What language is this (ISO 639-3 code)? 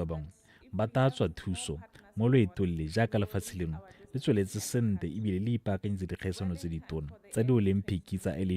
tsn